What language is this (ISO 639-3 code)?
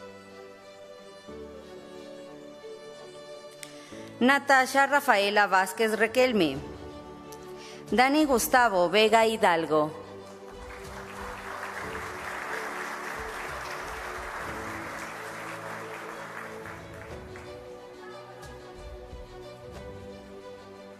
spa